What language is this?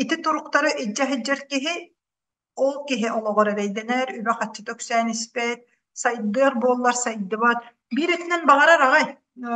Yakut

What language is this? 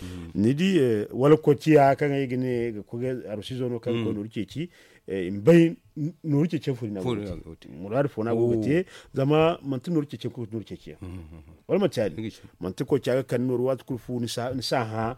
Zarma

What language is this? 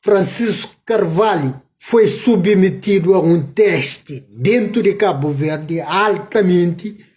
Kabuverdianu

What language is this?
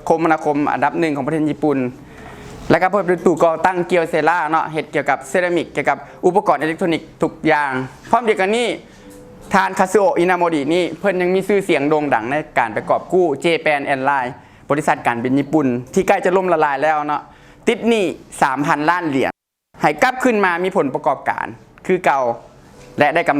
Lao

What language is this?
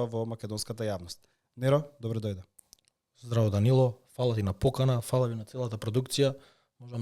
Macedonian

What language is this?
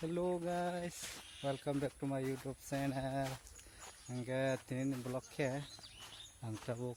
Kok Borok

